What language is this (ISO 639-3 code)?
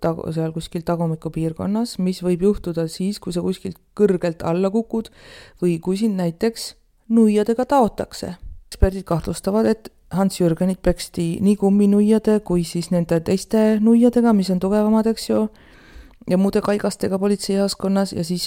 est